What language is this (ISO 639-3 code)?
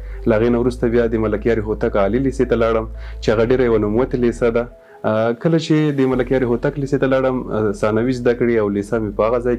pus